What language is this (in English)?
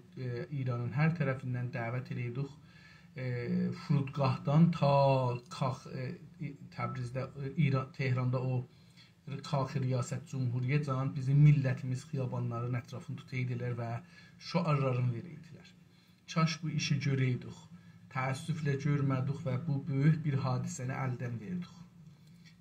South Azerbaijani